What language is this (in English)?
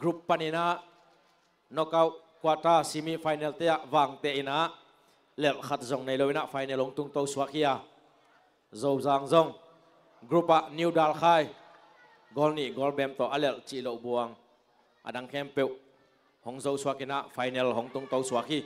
Tedim Chin